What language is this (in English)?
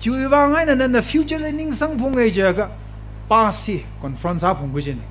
Tangkhul Naga (India)